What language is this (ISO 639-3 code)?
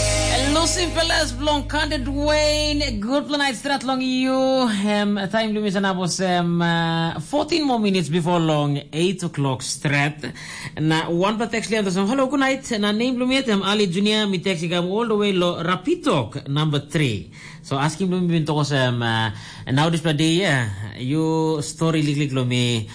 tpi